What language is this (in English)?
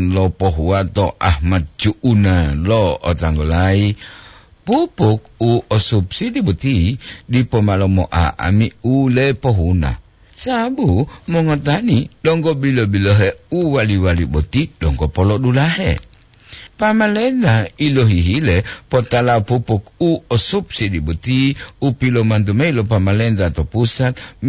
Gorontalo